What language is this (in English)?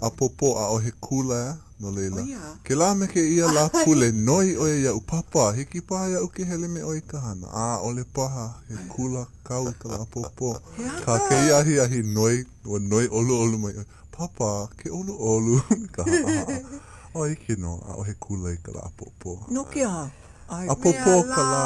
Hawaiian